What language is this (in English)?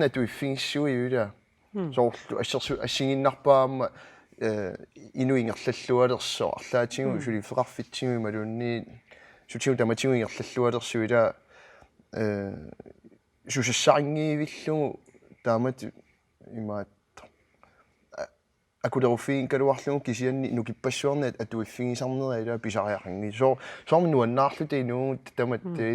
Kalaallisut